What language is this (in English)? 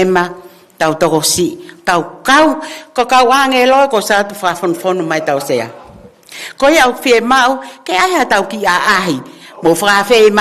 Tongan